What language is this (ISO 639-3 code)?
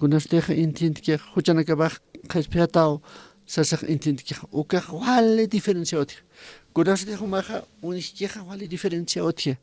aym